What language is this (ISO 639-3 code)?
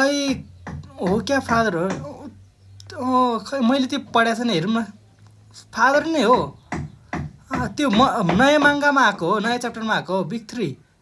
nep